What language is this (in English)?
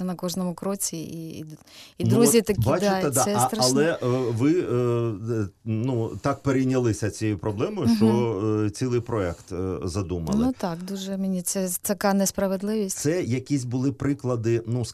Ukrainian